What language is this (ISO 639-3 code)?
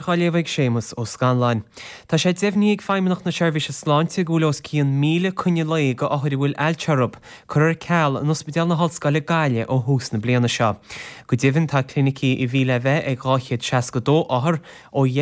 gle